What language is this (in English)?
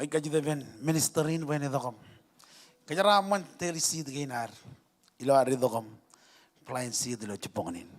Marshallese